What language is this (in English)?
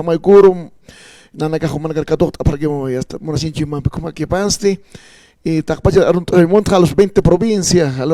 Aymara